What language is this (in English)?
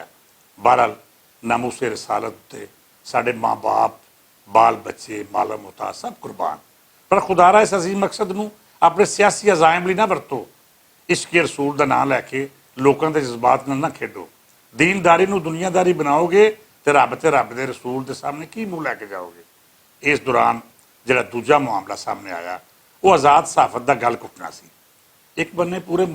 Western Panjabi